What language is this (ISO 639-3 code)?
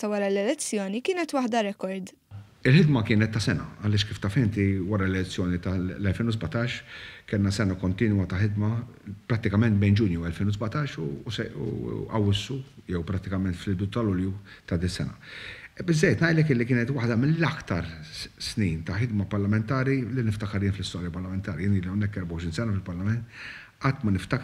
mlt